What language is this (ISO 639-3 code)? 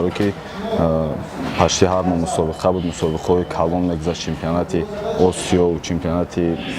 tgk